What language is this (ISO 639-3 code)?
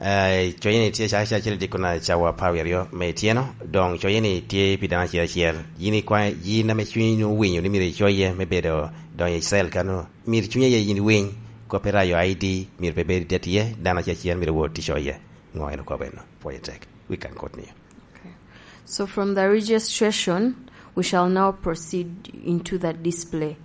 laj